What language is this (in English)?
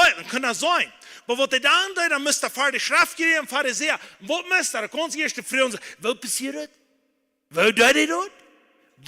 Plautdietsch